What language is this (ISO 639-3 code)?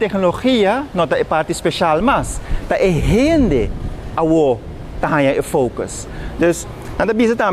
pap